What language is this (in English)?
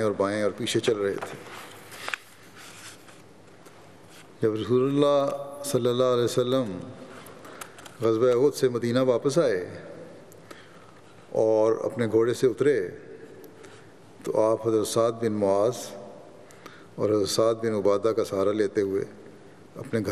Urdu